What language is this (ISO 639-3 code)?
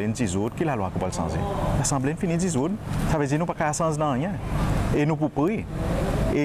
crs